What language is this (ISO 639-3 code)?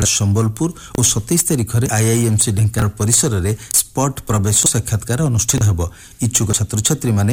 ori